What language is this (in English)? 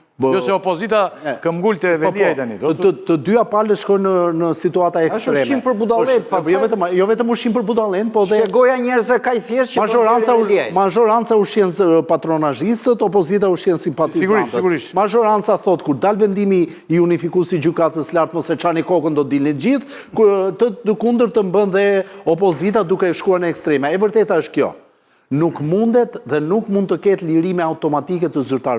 Albanian